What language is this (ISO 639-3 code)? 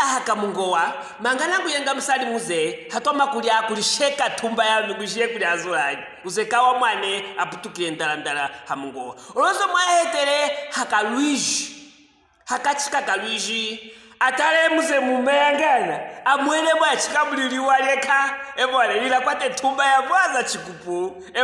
lue